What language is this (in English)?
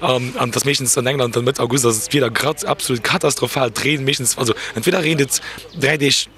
Luxembourgish